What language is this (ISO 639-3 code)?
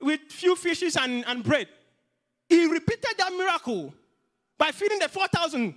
eng